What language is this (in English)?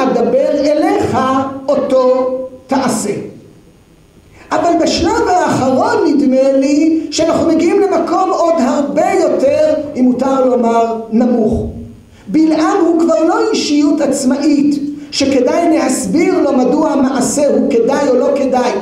Hebrew